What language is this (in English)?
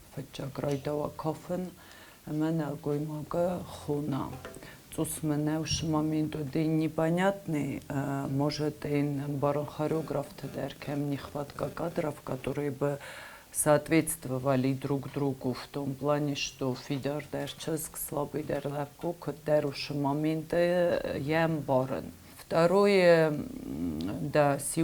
Ossetic